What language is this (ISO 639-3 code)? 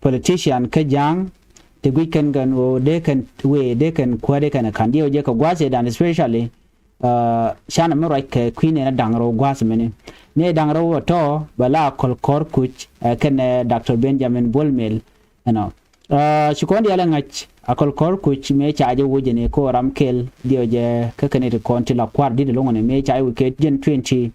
nus